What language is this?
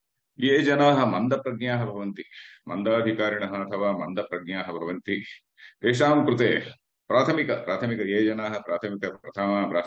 Sanskrit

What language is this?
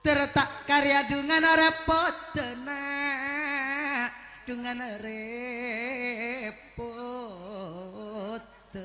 Madurese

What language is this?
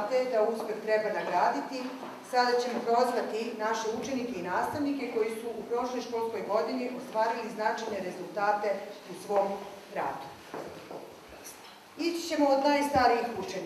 Serbian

